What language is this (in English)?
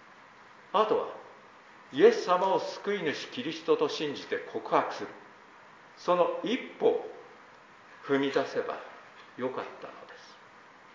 Japanese